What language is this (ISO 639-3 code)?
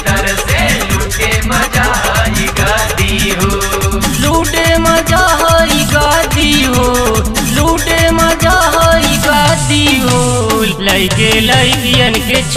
bho